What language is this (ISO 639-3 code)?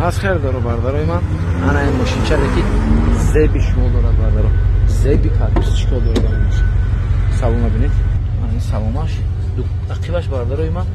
tgk